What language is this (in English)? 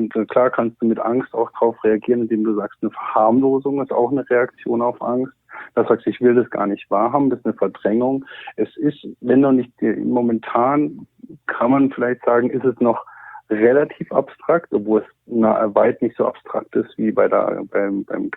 German